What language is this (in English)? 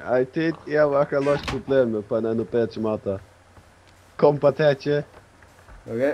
Faroese